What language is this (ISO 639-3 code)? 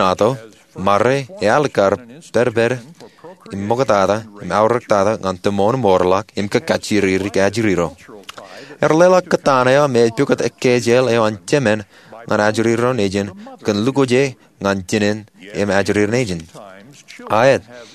mah